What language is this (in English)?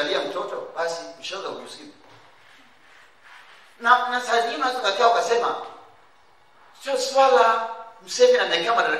Swahili